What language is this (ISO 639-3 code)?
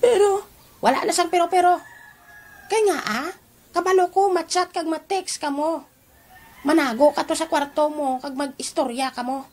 hil